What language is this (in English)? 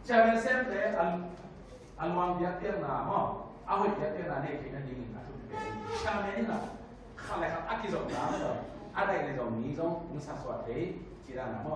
Tedim Chin